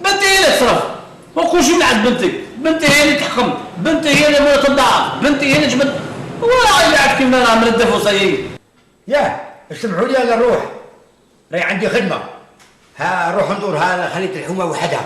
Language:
Algerian Arabic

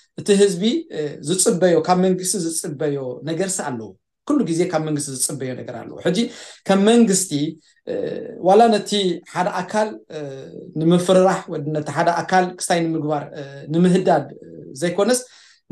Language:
Tigrinya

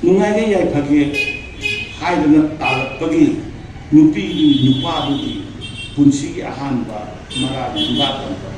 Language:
Manipuri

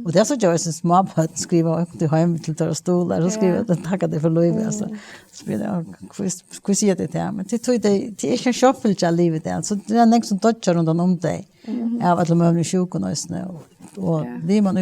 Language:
Faroese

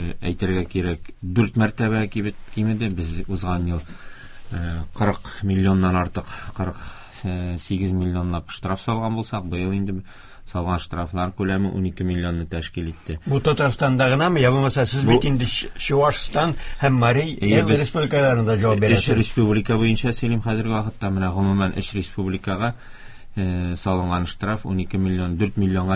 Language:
Tatar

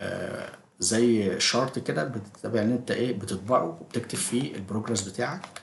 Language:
Egyptian Arabic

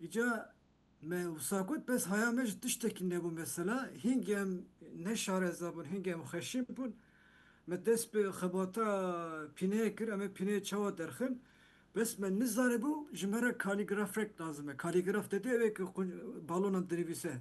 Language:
Kurdish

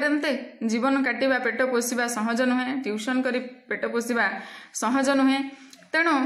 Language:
Odia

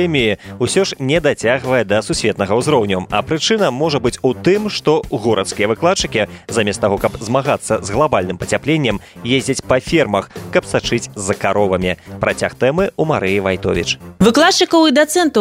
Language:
Belarusian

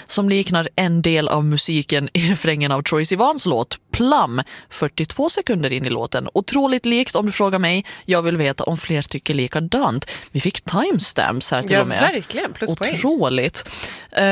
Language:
Swedish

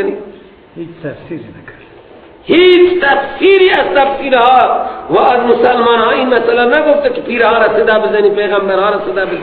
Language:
Persian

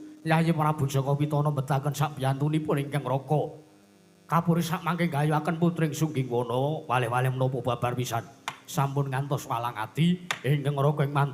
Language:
Javanese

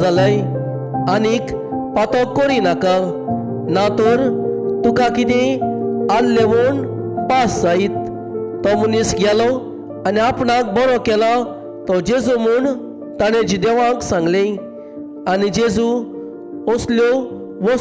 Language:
Konkani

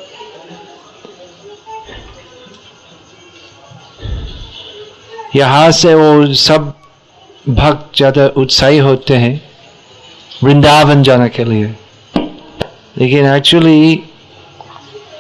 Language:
Hindi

